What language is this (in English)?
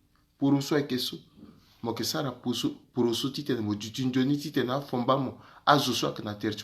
Sango